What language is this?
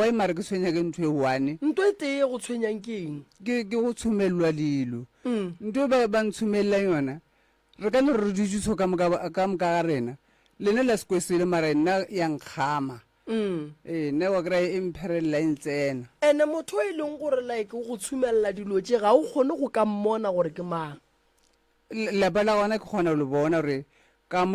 Northern Sotho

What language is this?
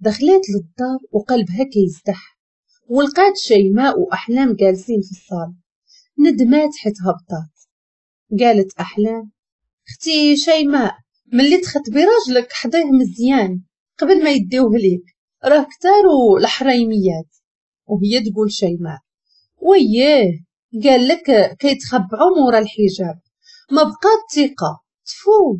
Moroccan Arabic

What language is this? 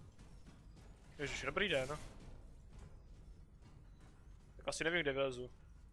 Czech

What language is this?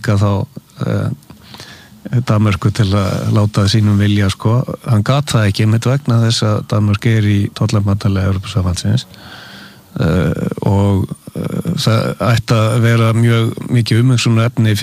Icelandic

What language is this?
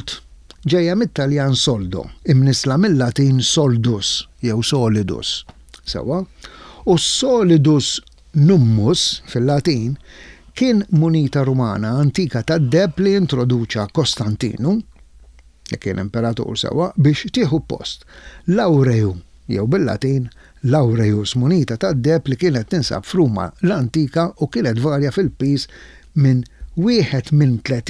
Maltese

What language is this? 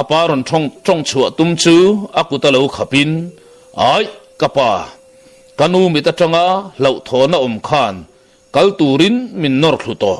Mizo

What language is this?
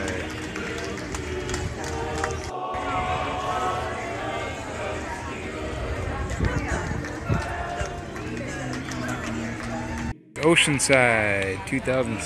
English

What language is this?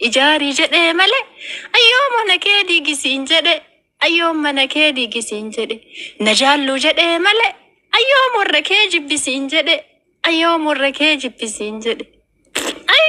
Oromo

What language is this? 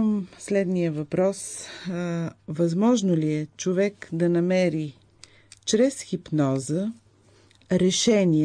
Bulgarian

